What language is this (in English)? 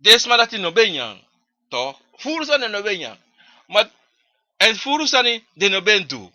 Sranan Tongo